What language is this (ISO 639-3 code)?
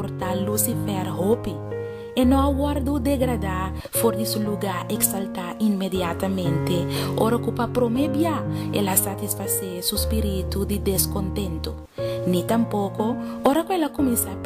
pap